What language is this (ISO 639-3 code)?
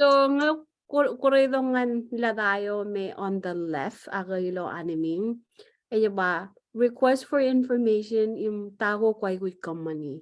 mah